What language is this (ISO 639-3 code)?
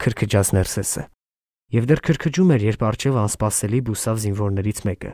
hye